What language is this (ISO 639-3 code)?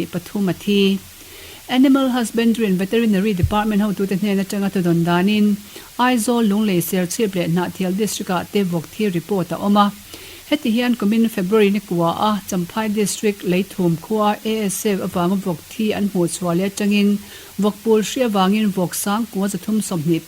lus